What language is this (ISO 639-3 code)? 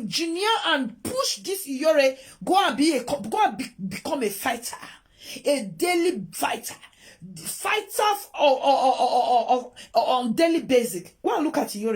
pcm